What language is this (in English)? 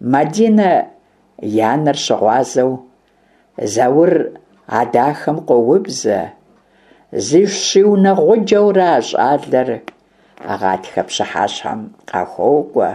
Kabardian